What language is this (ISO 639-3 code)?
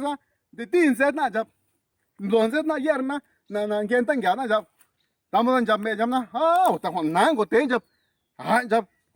zap